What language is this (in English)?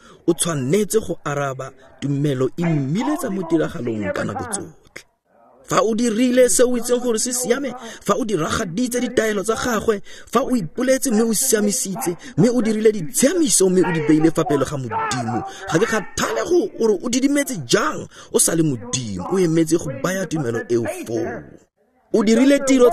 Tswana